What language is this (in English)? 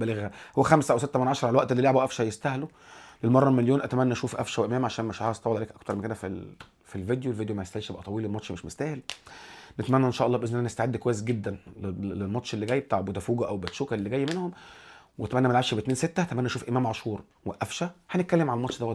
Egyptian Arabic